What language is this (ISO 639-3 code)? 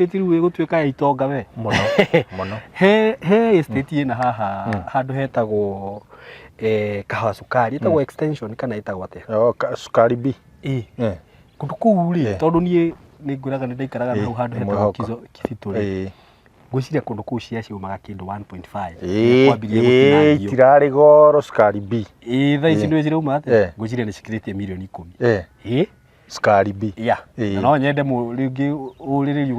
kik